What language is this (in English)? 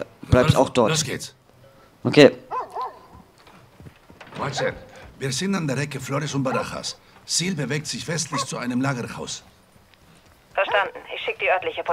German